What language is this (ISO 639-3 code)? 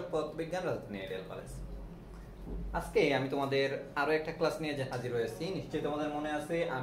ben